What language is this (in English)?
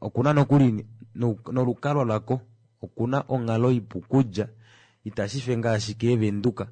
Kuanyama